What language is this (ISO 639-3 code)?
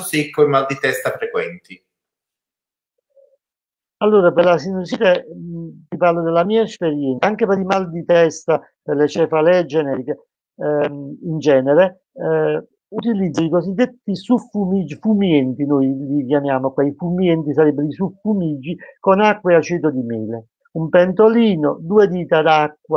ita